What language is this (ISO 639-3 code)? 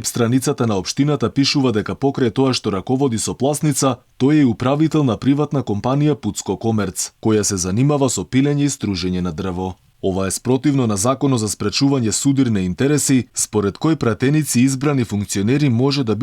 mkd